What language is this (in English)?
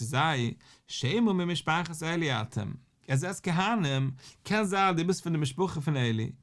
Yiddish